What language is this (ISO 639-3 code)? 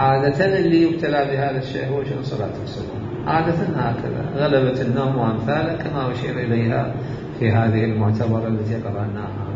acm